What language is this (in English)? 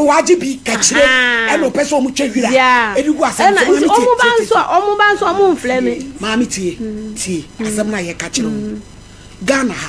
Akan